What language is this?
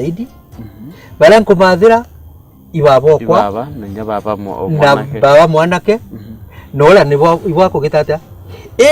Meru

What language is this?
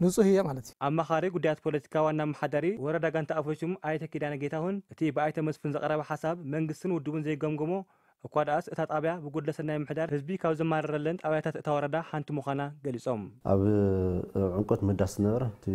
Tigrinya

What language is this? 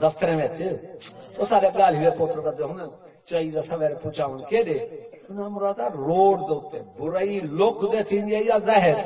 Saraiki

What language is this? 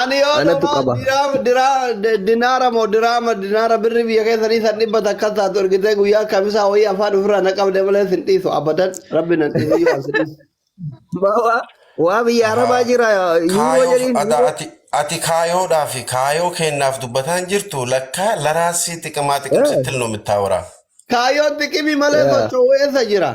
Oromo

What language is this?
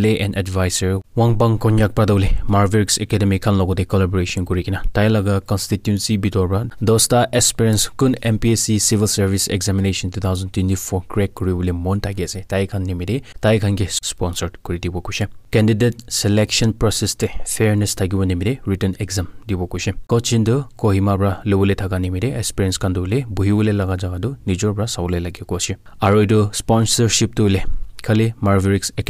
Naga Pidgin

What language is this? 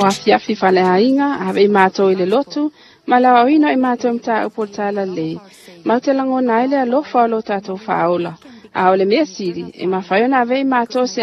Samoan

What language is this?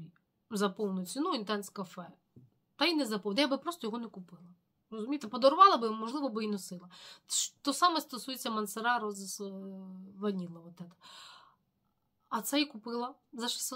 Ukrainian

